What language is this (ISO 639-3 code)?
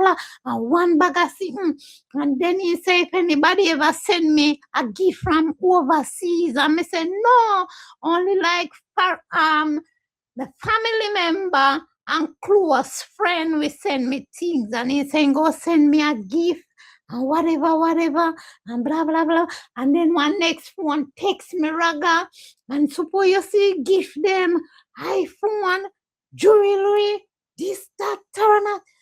jam